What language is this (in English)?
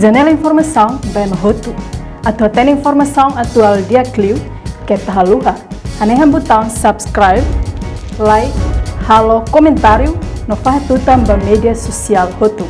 Tetum